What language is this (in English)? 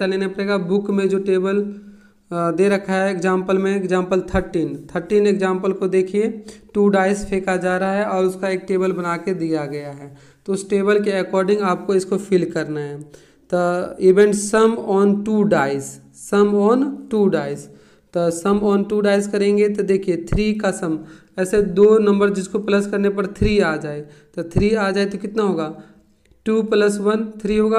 Hindi